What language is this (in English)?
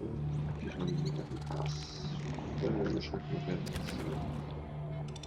Swiss German